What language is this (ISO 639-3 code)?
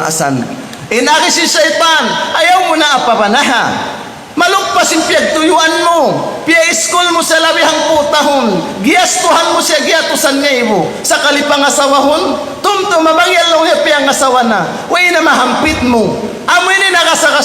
tsg